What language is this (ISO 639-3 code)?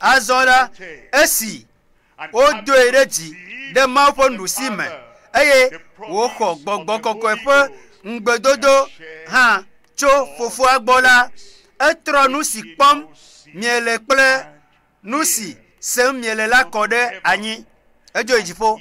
ewe